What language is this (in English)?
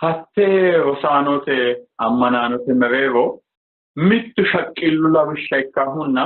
Sidamo